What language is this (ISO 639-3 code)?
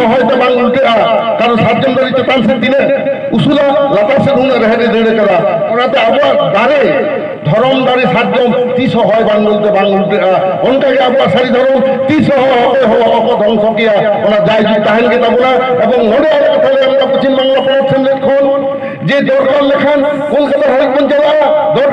sat